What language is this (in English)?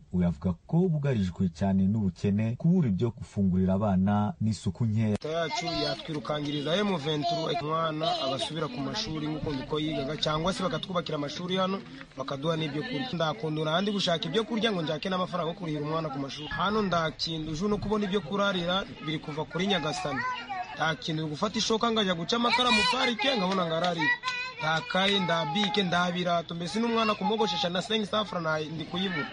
Kinyarwanda